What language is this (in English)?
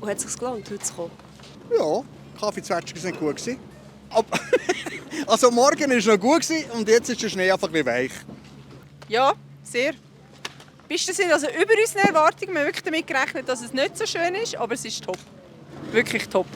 Swiss German